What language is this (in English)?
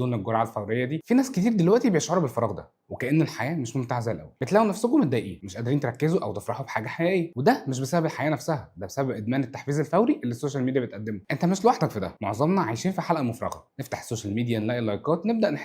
Egyptian Arabic